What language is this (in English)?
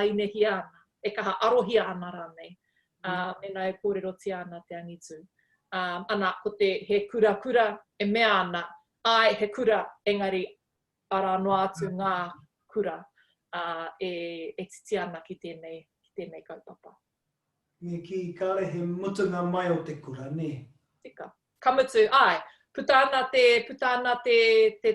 Māori